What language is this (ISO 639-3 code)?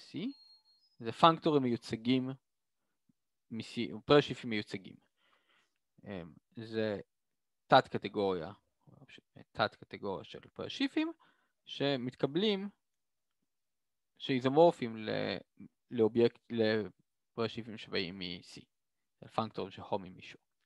heb